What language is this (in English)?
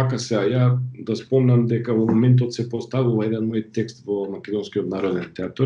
Macedonian